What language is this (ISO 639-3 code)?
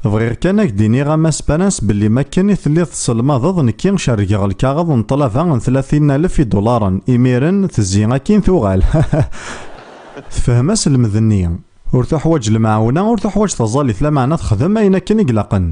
kab